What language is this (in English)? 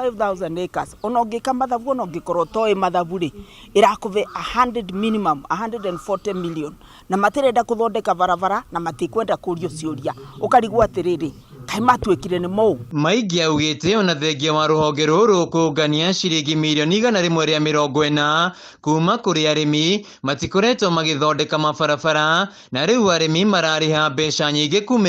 Kikuyu